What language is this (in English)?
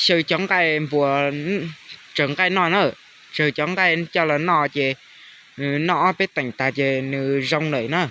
Hmong